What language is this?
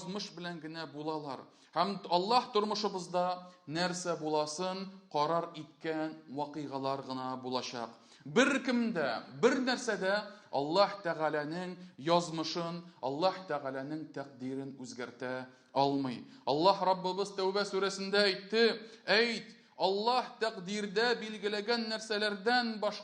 Tatar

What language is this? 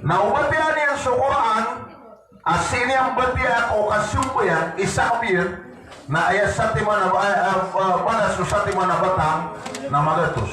Maranao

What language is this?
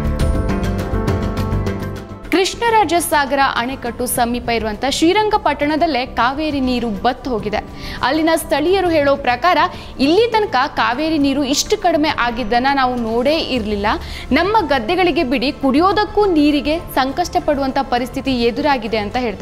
Kannada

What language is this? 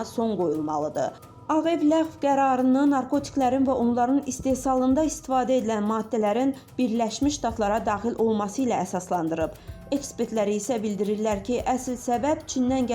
Azerbaijani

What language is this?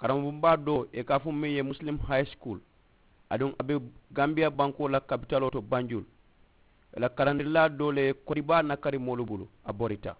Mandingo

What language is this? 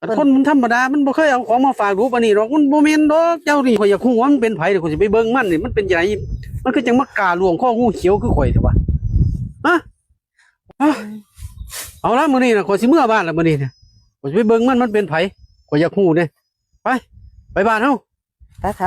Northeastern Thai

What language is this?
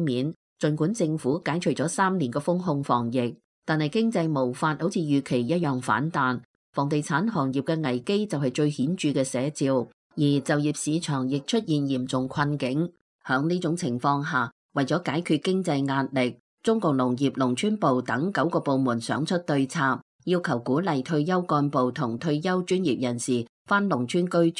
Cantonese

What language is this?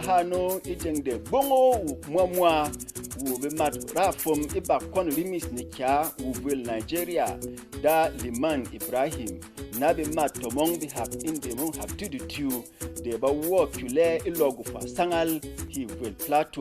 Berom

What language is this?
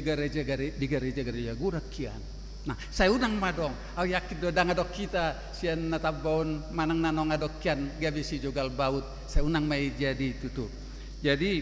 Batak Toba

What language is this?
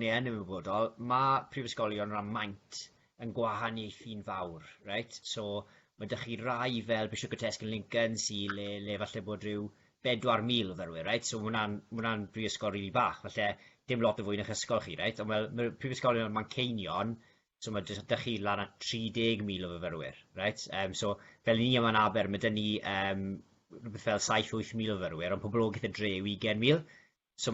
Welsh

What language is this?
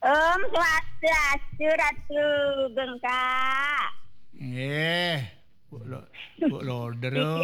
Balinese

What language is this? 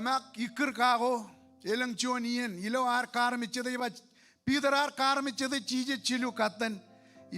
Marshallese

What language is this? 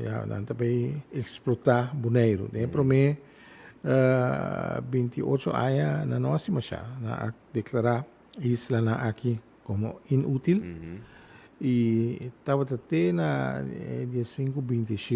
Papiamento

